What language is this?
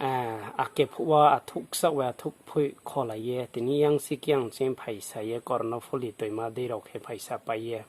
Riang (India)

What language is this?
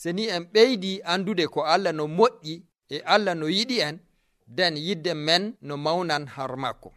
Nigerian Fulfulde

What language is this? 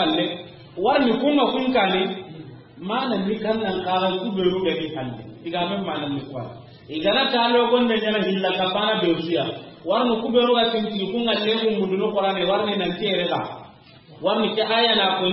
Soninke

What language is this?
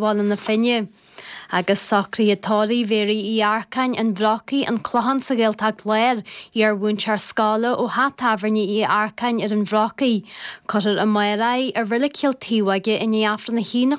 Irish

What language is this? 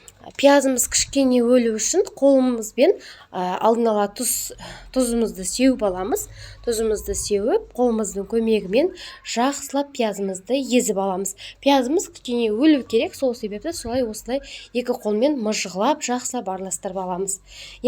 Kazakh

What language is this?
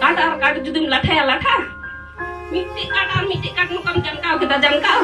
Santali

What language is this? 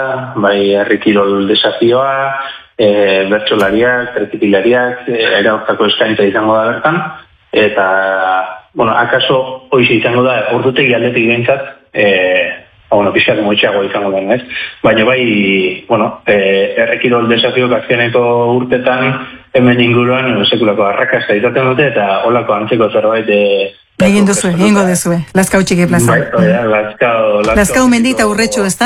Basque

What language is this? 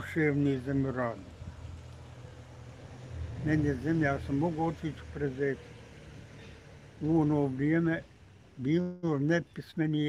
Bosnian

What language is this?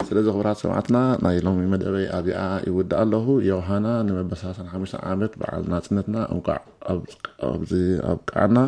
Tigrinya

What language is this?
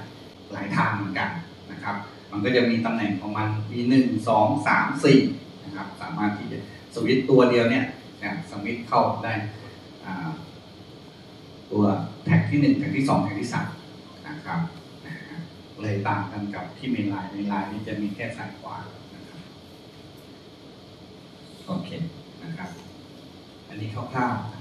Thai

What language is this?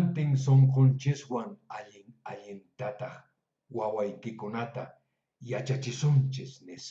Quechua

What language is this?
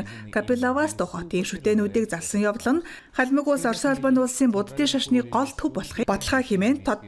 Mongolian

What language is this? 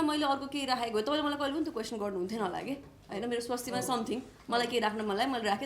Nepali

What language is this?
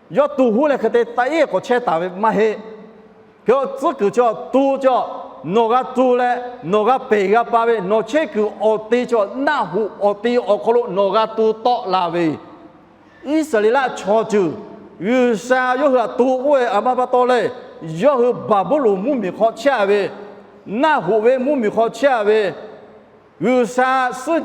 Lahu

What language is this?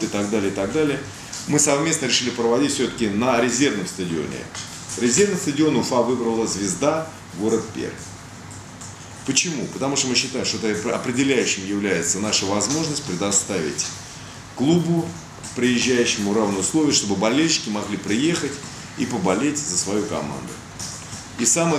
Russian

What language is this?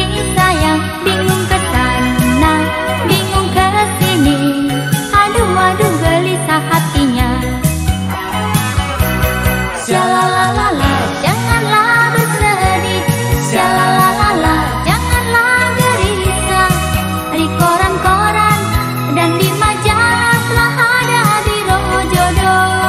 Indonesian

